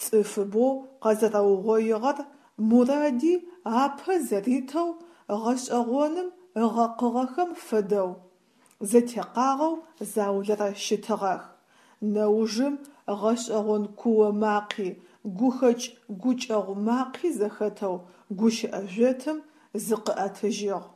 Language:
Adyghe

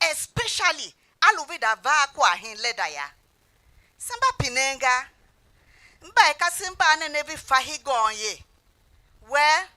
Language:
Tiv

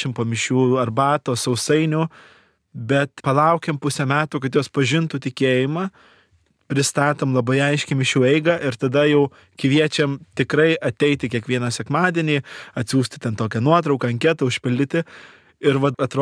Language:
Lithuanian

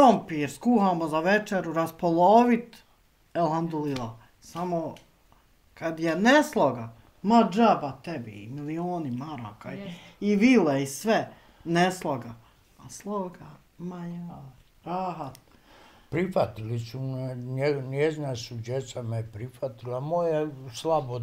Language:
Bosnian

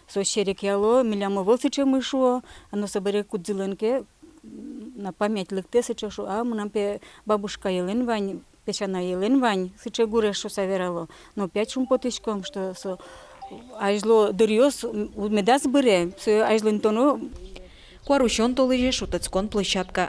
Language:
Udmurt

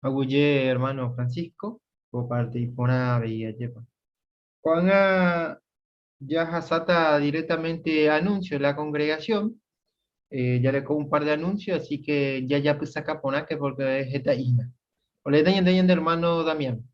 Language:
Guarani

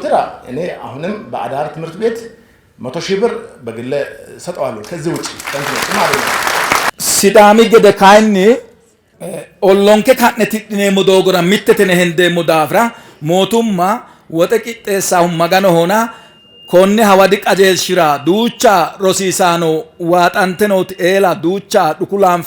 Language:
Sidamo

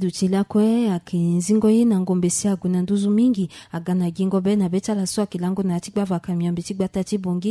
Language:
Sango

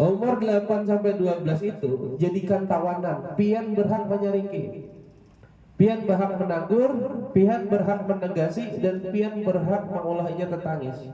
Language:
Banjar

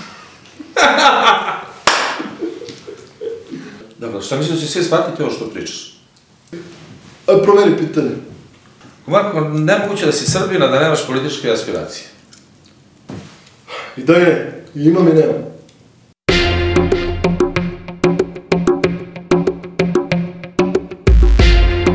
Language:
Serbian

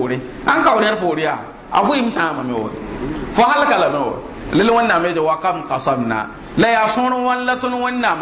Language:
Mossi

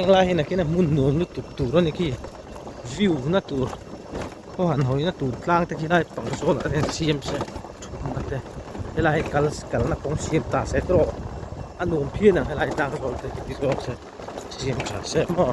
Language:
Mizo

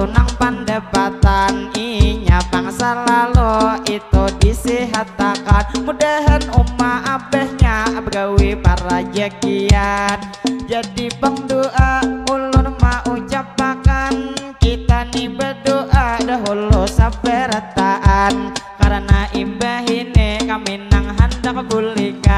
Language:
Banjar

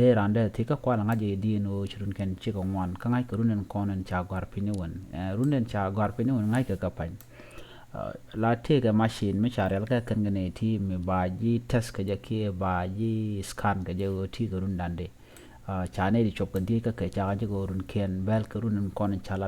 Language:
Nuer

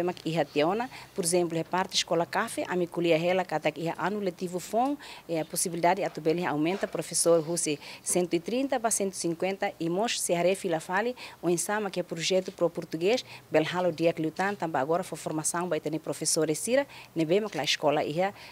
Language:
Tetum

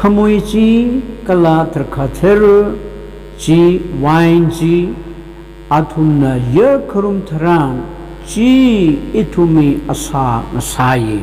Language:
Tangkhul Naga (India)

